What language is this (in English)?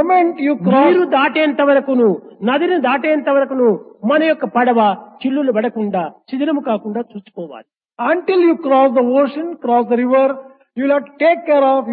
Telugu